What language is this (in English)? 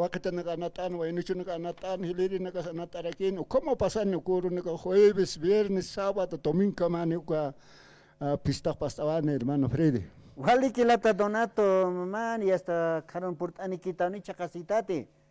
Aymara